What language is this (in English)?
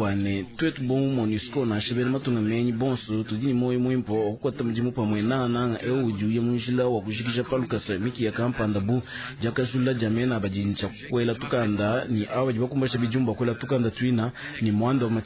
Luba-Lulua